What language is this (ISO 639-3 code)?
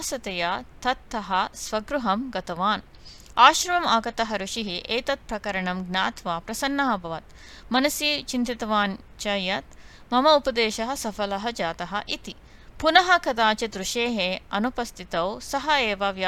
san